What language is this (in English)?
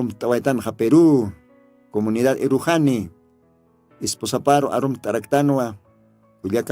Aymara